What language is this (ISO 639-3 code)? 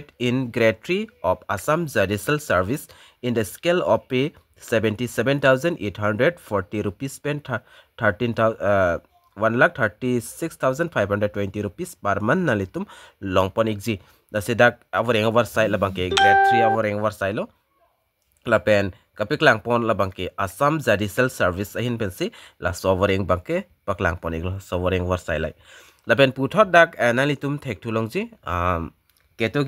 mjw